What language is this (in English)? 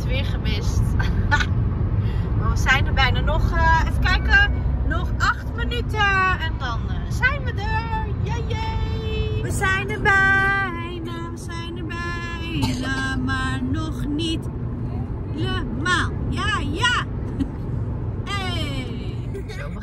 Dutch